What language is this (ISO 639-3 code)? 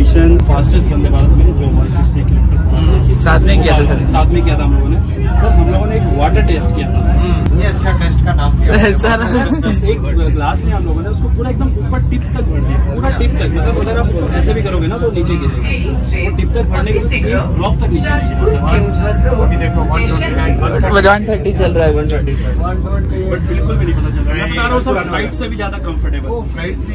hin